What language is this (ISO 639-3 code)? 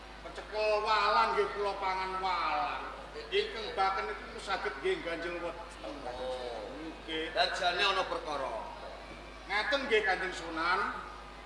jav